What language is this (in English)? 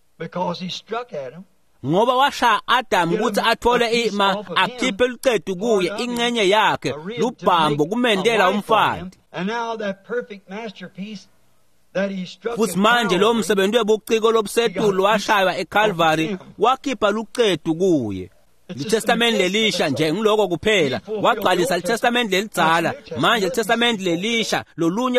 Swati